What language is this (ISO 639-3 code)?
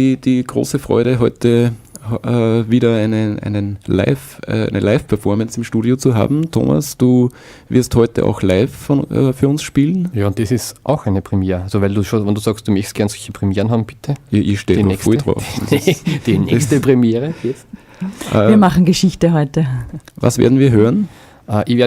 bar